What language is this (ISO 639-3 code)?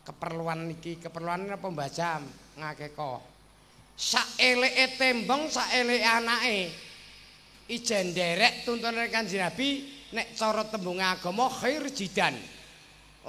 jav